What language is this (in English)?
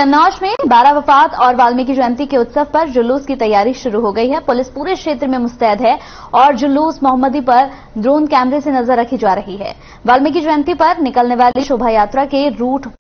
Hindi